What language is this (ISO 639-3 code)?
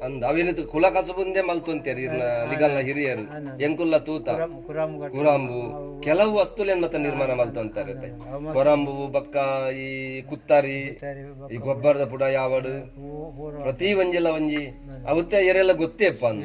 tcy